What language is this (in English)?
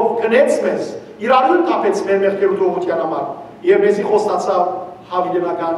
Western Armenian